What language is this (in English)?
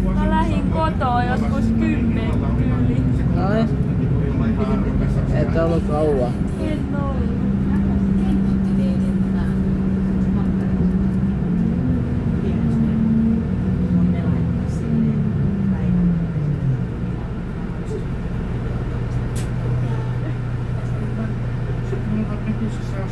Finnish